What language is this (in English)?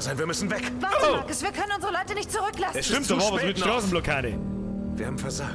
Bavarian